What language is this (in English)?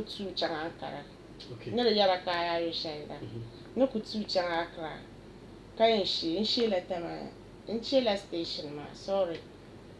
Dagbani